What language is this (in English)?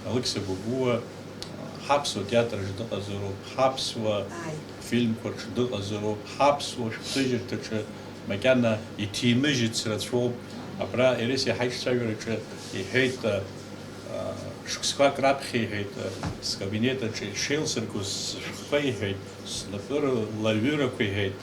Abkhazian